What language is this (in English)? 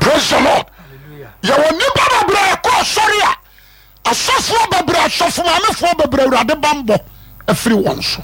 Akan